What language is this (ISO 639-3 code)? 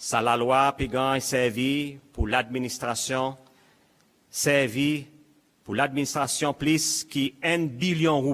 crs